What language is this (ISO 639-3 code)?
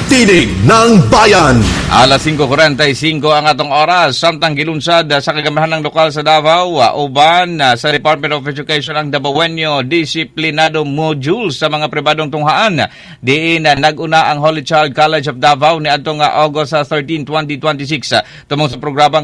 ceb